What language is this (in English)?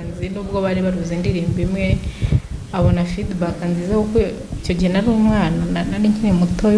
Kinyarwanda